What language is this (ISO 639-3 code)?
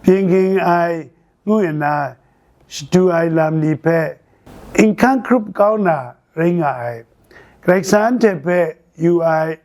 kac